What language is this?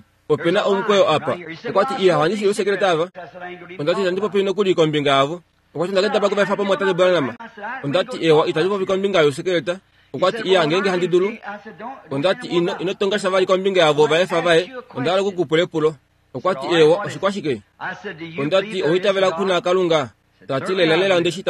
Kuanyama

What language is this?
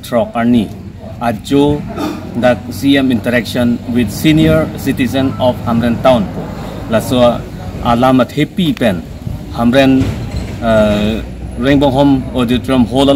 Karbi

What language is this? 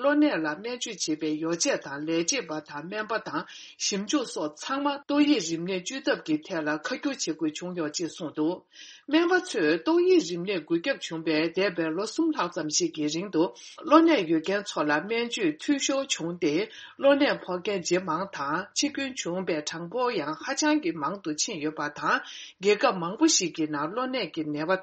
Tibetan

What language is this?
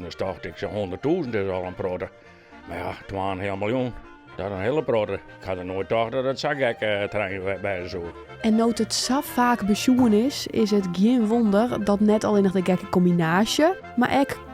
Western Frisian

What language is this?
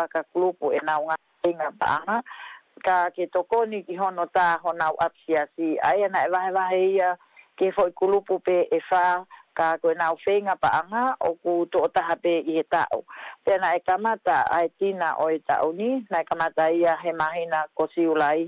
Tongan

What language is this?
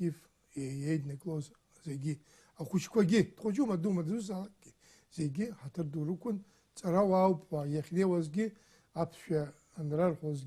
Abkhazian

